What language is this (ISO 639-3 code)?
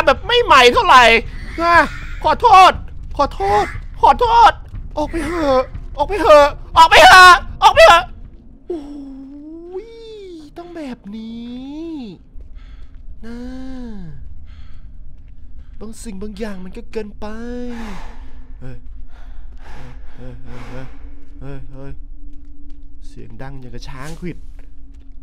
tha